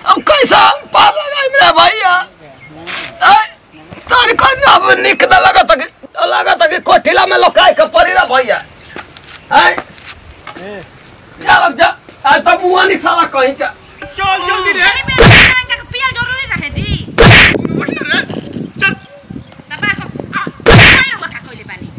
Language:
Bhojpuri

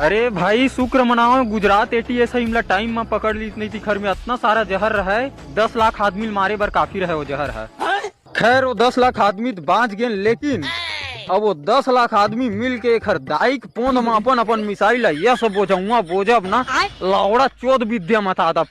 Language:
Chhattisgarhi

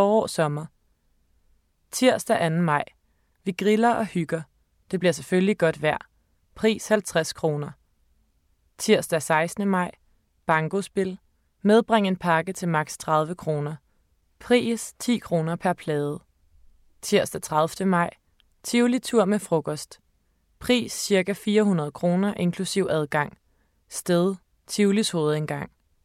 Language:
Danish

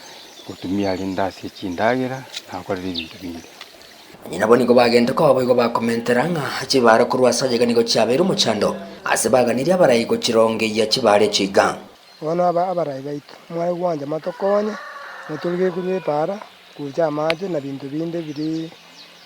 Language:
Gusii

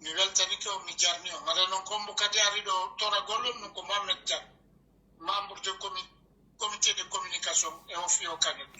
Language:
Pular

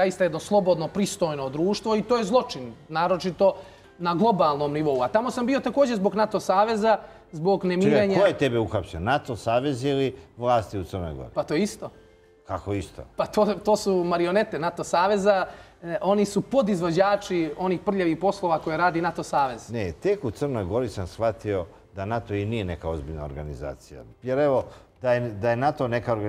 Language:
Serbian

